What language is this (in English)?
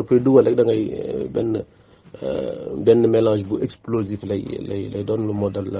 Wolof